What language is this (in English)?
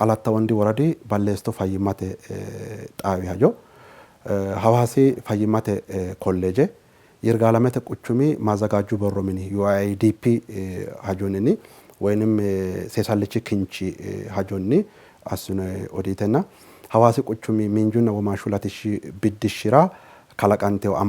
Sidamo